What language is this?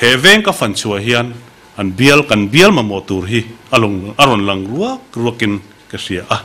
Mizo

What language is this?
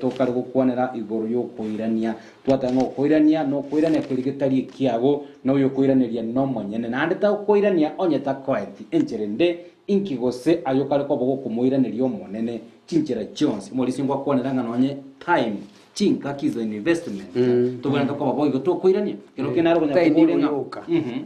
Gusii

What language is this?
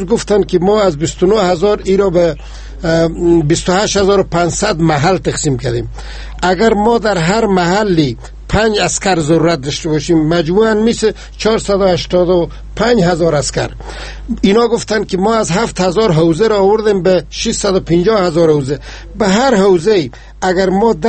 Persian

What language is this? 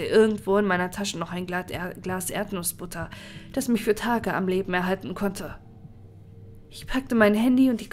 German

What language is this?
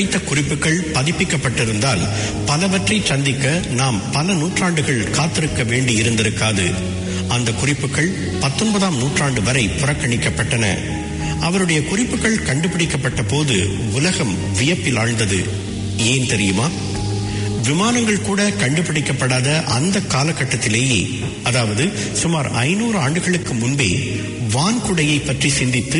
Tamil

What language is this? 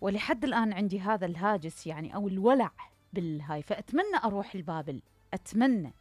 Mesopotamian Arabic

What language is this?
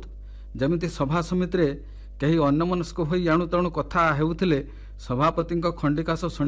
Odia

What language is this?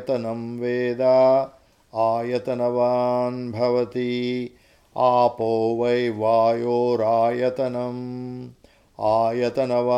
Sanskrit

